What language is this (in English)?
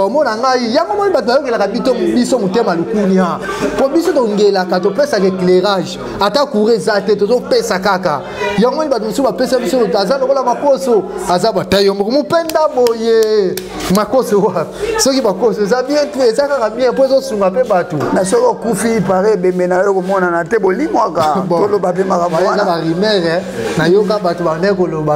Lingala